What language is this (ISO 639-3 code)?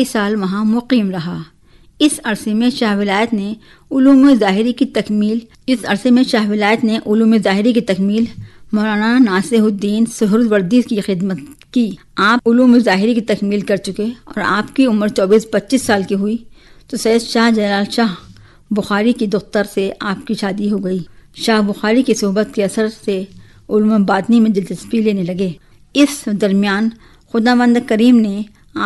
urd